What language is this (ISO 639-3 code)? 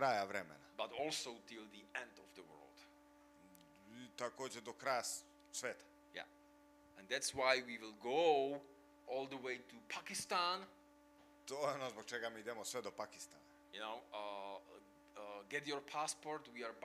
hrv